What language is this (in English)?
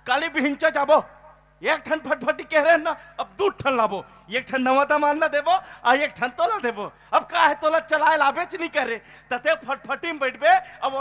Chhattisgarhi